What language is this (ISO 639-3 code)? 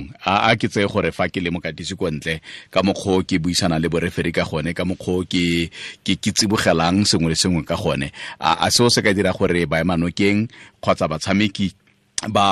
tsn